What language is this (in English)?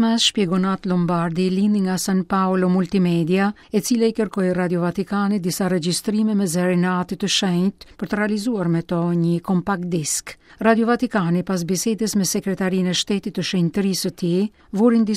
Albanian